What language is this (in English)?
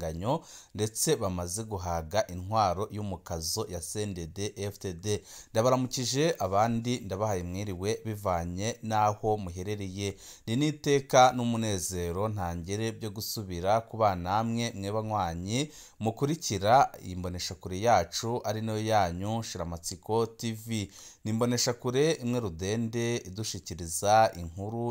Rundi